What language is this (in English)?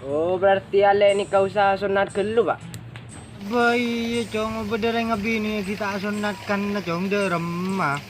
Madurese